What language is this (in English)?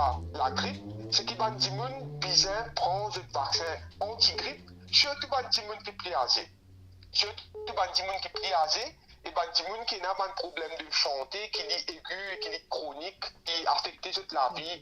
Morisyen